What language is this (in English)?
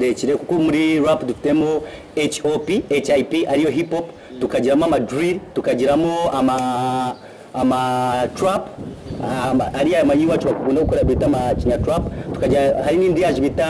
Kinyarwanda